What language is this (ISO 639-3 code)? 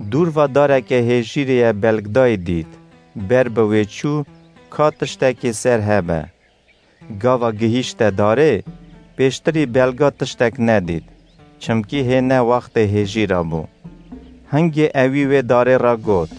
kur